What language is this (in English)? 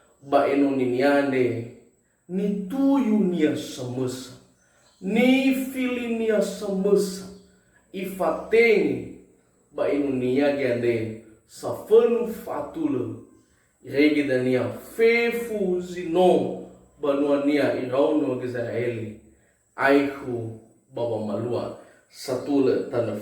Nias